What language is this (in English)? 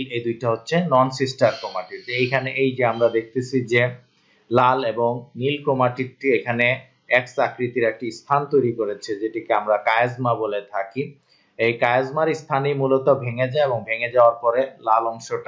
Bangla